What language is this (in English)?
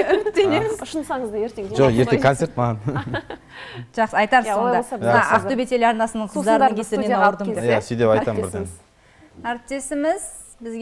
Kazakh